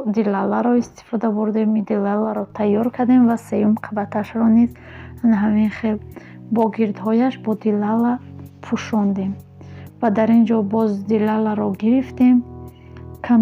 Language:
Tajik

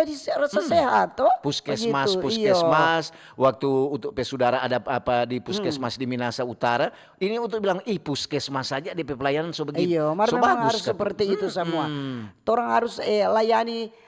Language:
Manado Malay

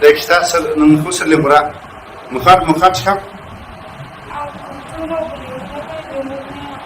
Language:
Bodo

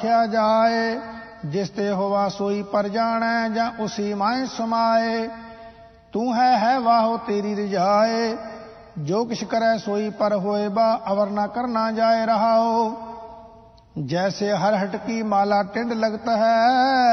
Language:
Punjabi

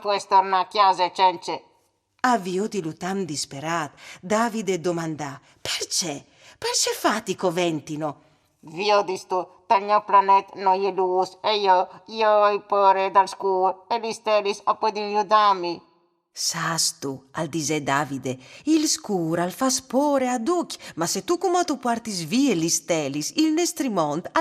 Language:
Friulian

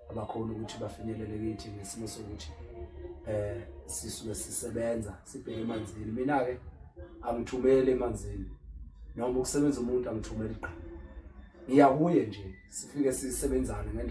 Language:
Zulu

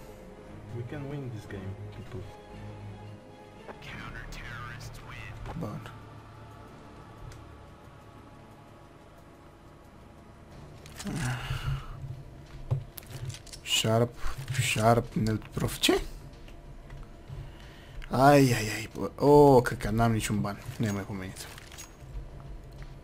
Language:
Romanian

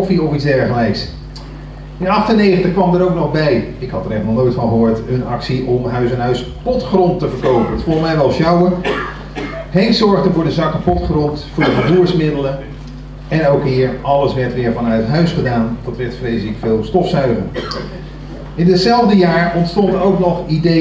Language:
Dutch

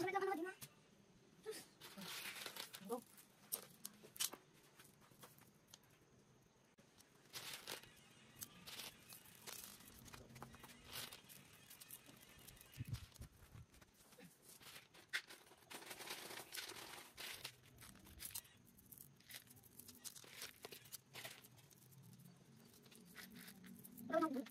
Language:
Filipino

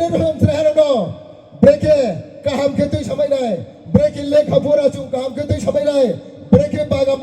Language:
Riang (India)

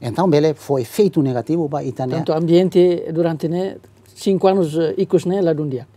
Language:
Tetum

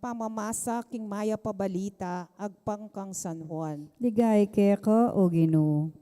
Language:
Pampanga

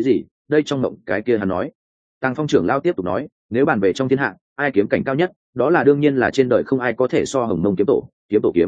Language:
Vietnamese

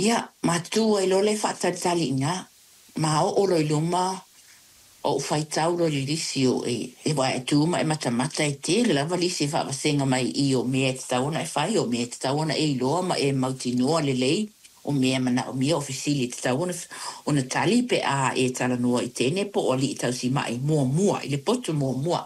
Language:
Samoan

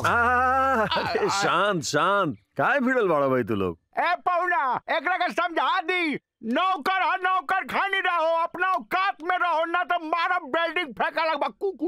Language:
Bhojpuri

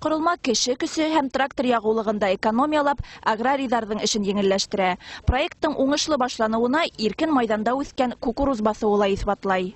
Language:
Bashkir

